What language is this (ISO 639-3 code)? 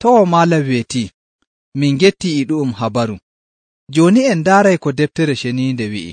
fuv